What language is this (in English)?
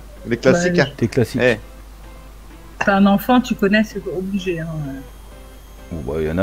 French